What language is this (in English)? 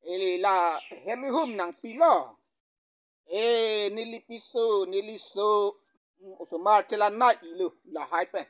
Karbi